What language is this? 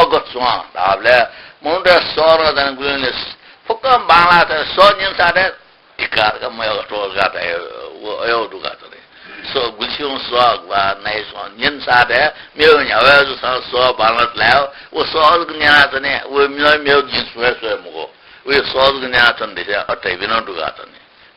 Newari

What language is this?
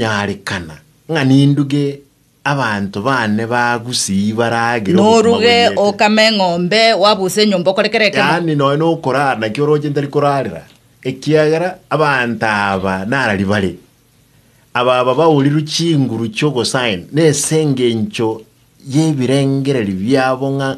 Gusii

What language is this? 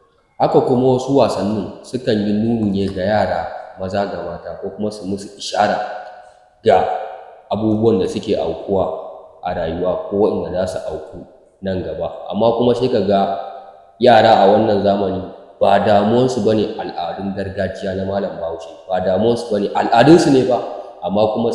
Hausa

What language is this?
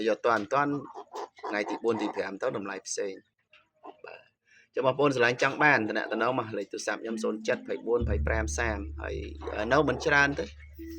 Khmer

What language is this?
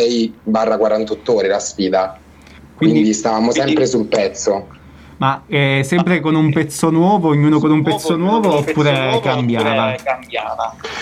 Italian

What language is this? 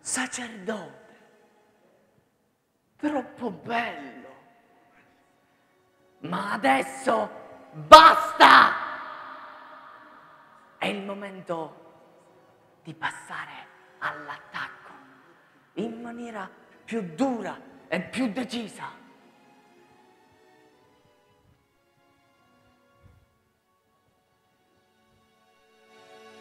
Italian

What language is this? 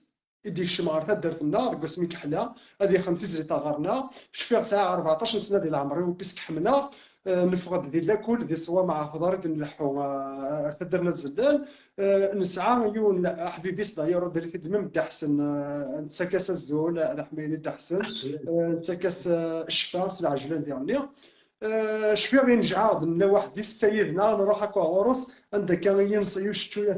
Kabyle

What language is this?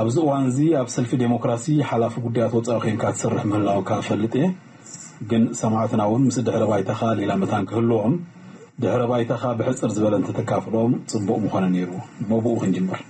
Tigrinya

